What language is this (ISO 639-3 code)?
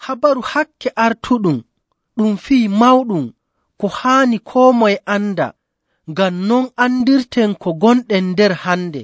fuv